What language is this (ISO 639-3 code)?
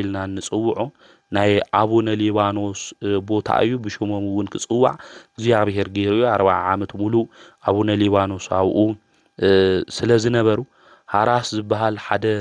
tir